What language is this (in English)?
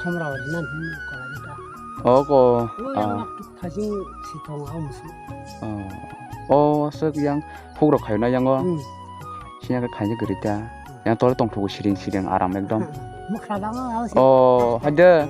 Kok Borok